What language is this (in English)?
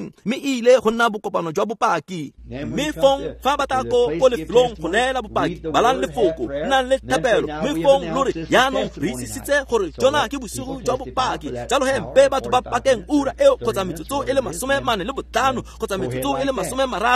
Tswana